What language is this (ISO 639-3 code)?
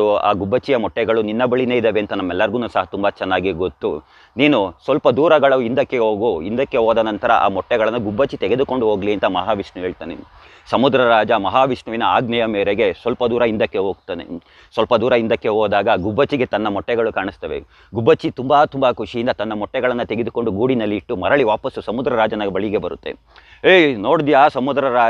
kan